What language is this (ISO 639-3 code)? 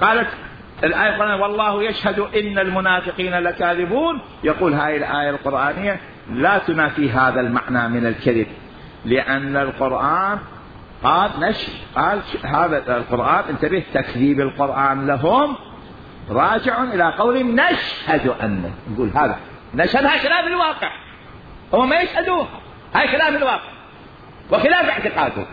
acm